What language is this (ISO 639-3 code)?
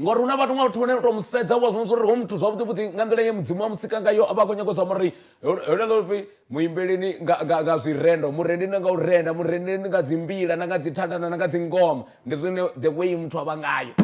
ven